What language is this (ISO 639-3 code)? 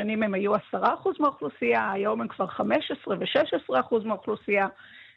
heb